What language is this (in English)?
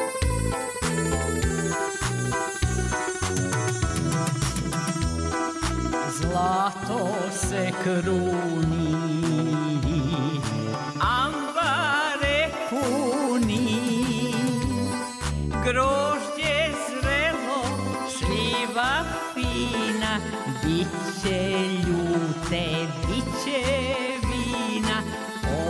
Serbian